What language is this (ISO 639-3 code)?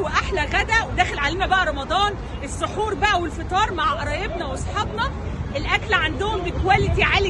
arz